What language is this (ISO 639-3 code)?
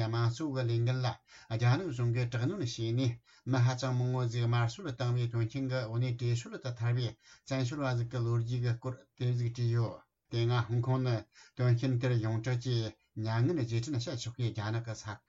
bod